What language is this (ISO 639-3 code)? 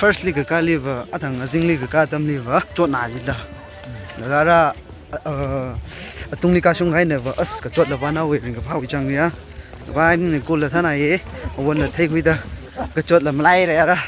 nmf